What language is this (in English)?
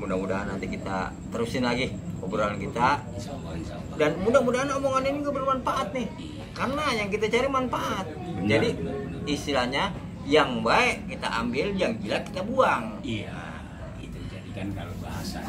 Betawi